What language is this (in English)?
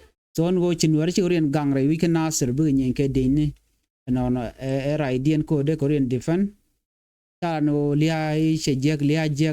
Nuer